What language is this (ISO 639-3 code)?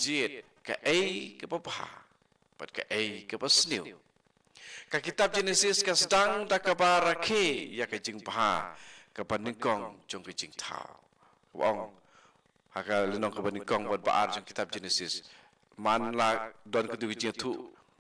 kha